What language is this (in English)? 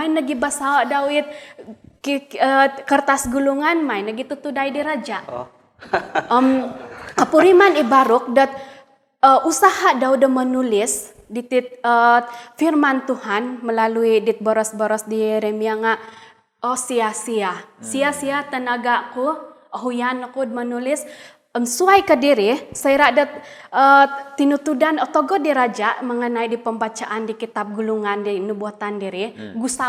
Central Dusun